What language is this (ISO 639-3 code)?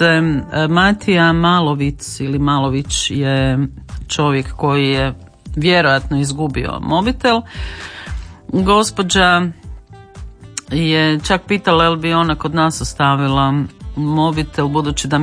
hrv